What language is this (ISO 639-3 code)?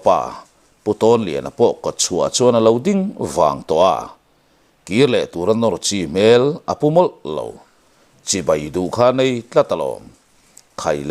lus